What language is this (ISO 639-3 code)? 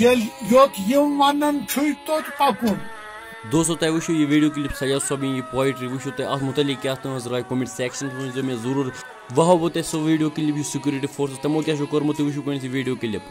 kas